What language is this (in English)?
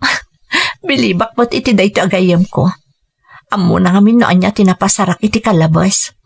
Iloko